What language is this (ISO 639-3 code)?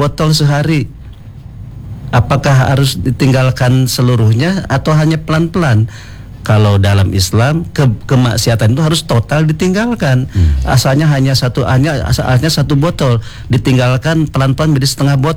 ind